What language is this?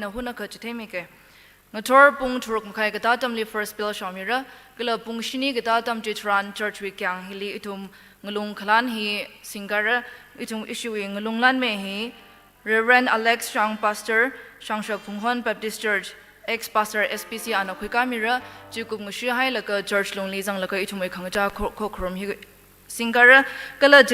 Tangkhul Naga (India)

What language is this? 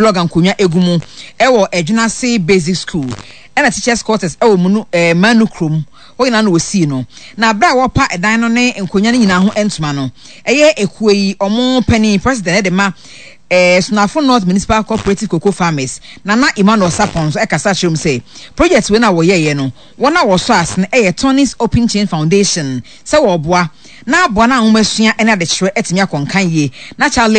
Akan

